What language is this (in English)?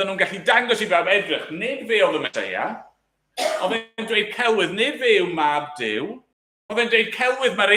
Welsh